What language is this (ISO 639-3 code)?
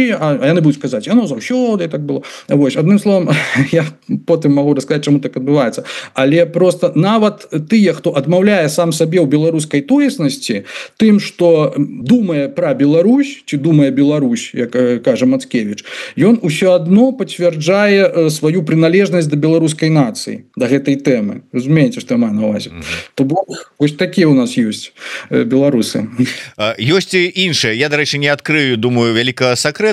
bel